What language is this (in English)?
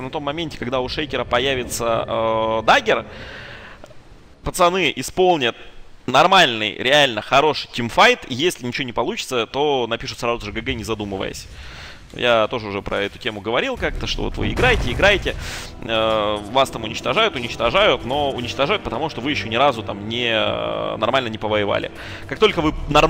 Russian